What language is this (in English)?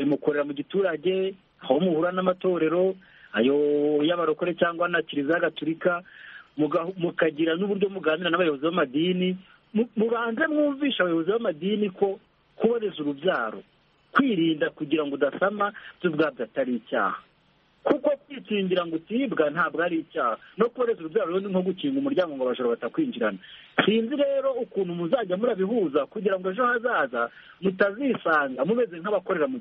Kinyarwanda